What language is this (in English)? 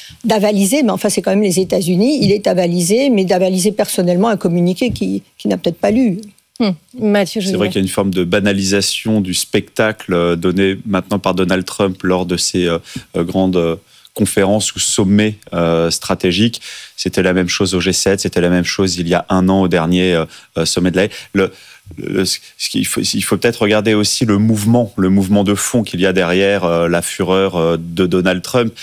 French